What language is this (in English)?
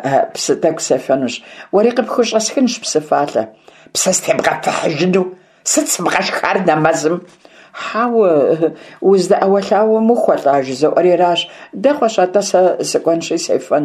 Kabardian